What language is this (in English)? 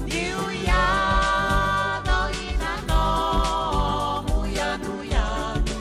Fijian